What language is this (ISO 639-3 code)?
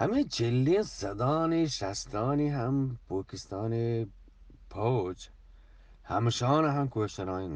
bgp